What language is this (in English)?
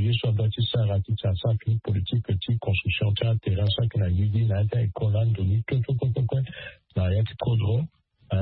Sango